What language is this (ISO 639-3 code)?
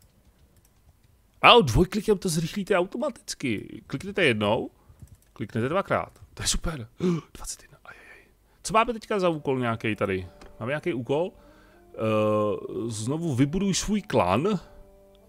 ces